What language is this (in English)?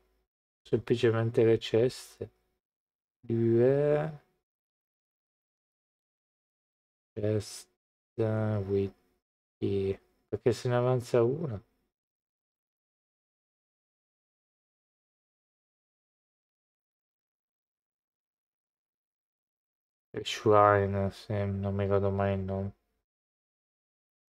Italian